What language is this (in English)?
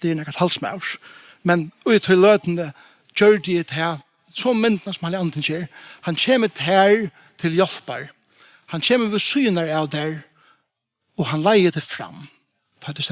Faroese